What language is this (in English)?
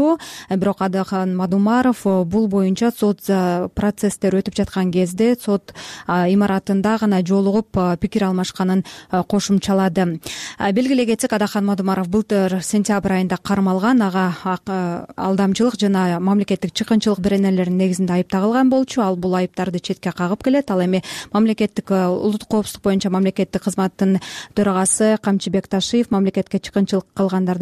Kyrgyz